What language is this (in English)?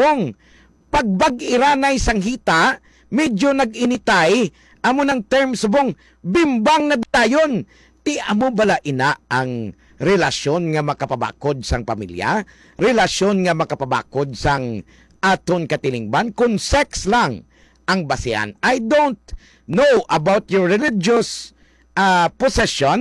Hiligaynon